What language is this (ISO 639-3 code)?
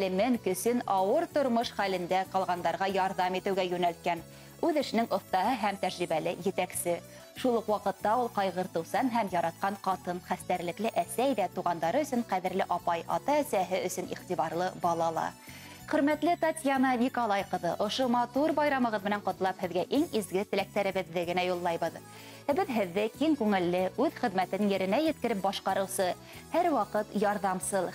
bak